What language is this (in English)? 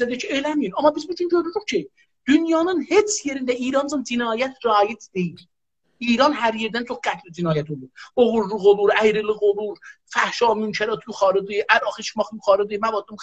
South Azerbaijani